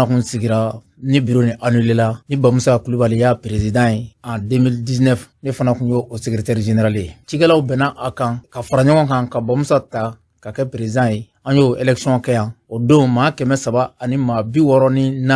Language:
Bambara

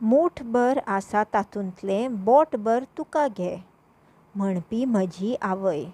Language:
Konkani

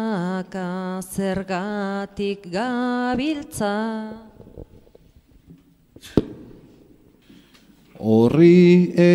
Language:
Basque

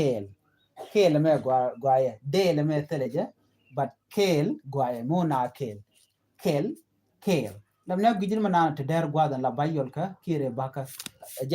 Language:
Nuer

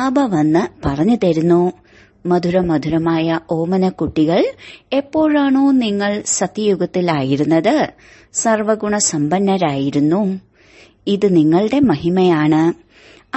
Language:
Malayalam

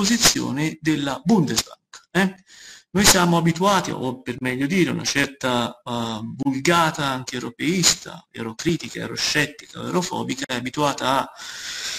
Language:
Italian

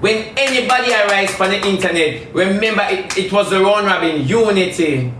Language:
Jamaican Creole English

